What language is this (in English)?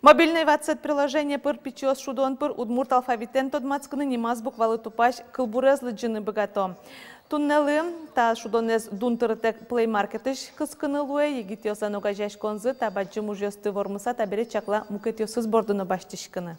Udmurt